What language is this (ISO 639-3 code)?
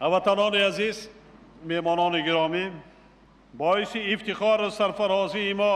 tgk